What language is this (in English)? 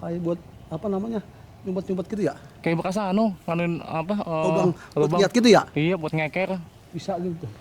Betawi